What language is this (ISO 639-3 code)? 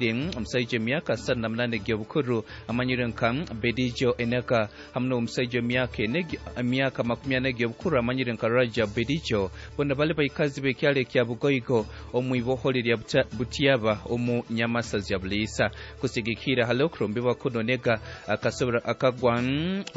nyn